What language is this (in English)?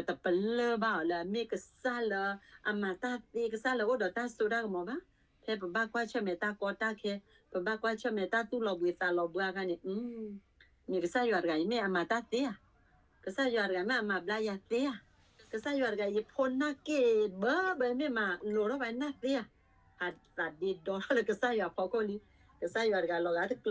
S'gaw Karen